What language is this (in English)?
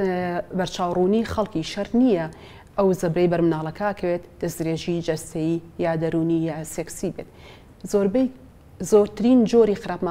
Central Kurdish